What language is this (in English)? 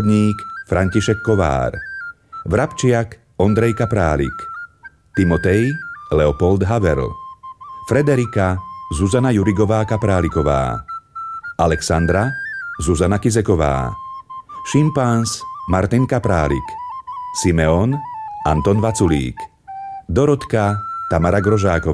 Slovak